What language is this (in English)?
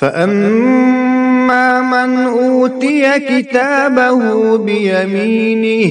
Kashmiri